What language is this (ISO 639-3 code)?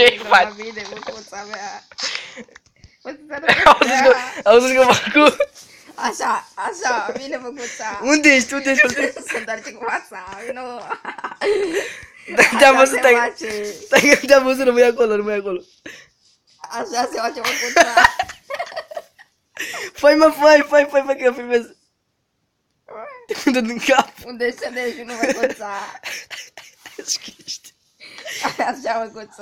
ron